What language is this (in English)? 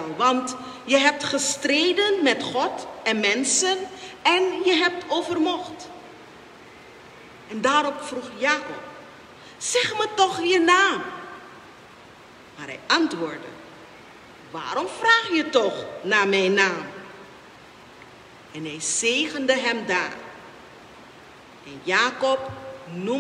Dutch